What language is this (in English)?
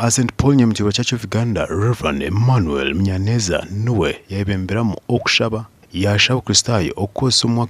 Nyankole